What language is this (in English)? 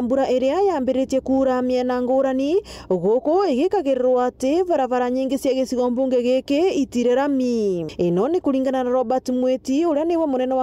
Meru